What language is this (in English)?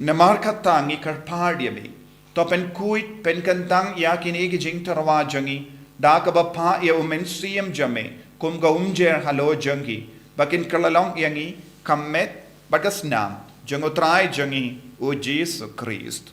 Khasi